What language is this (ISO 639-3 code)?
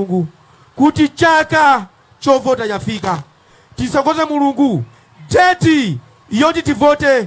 nya